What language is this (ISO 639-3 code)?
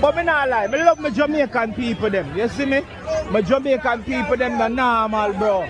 jam